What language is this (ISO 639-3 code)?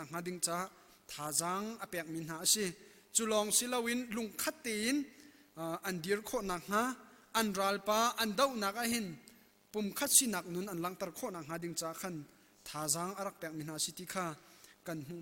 cnh